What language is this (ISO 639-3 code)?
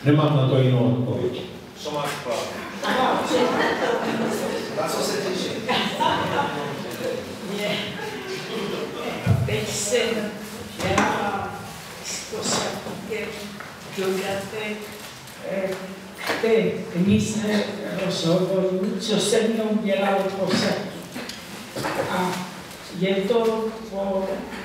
ces